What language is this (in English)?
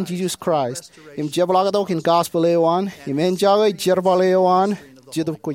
Marshallese